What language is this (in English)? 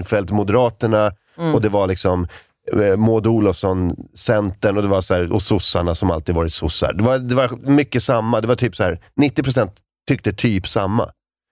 Swedish